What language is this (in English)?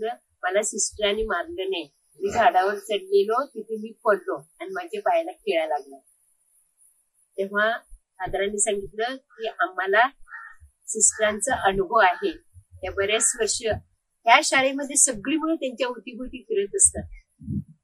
Marathi